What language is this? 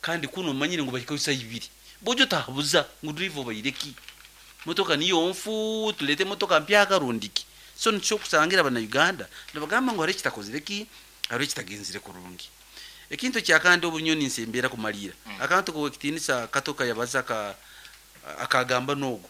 Nyankole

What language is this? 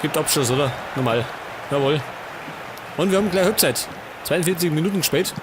Bavarian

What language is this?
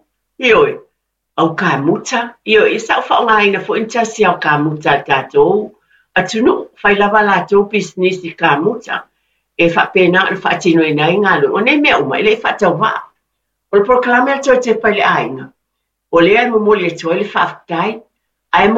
Samoan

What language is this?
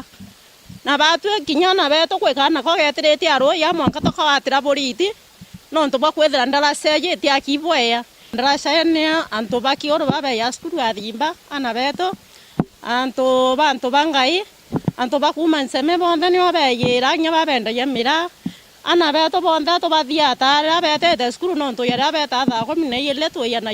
Meru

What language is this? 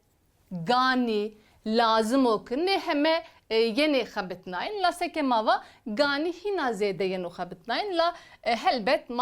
Zaza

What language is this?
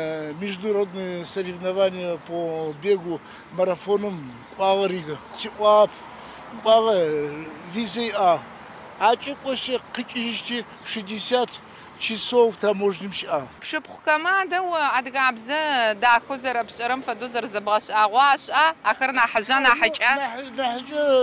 Adyghe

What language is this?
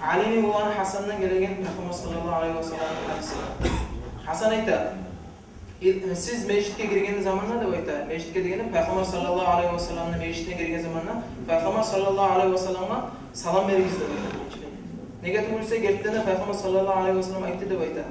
Kumyk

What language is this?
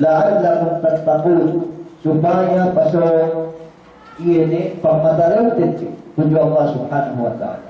Yakan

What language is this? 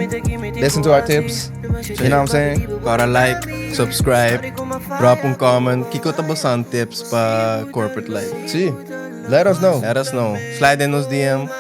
Papiamento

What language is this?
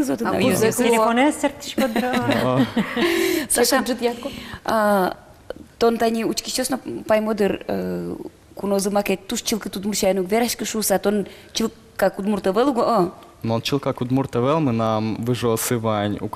Udmurt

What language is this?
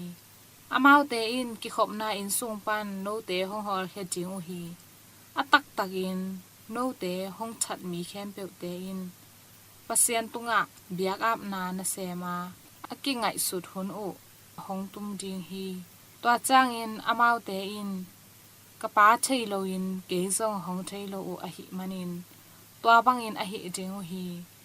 Tedim Chin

